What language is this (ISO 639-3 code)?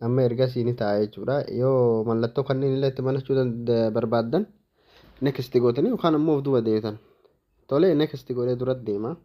orm